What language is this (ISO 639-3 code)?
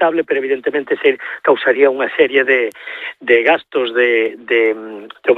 glg